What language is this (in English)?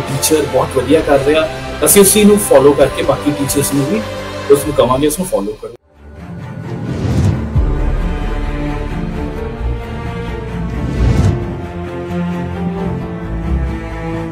Punjabi